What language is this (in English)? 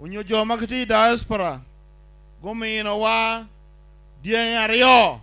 Acoli